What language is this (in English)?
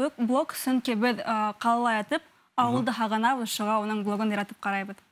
Bashkir